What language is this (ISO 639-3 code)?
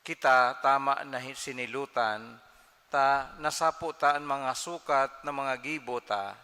bik